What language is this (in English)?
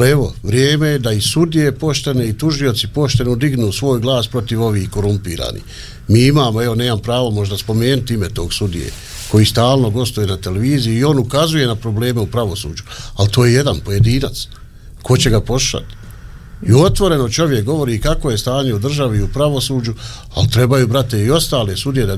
Bosnian